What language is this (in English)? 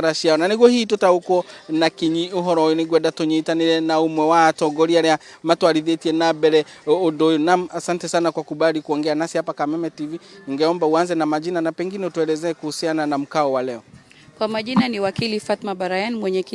Kikuyu